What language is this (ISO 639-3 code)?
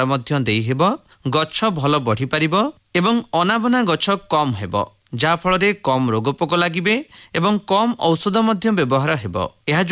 ori